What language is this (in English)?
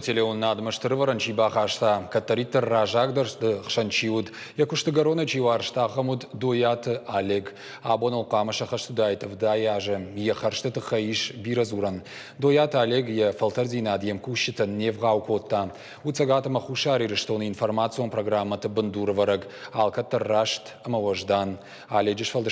Ossetic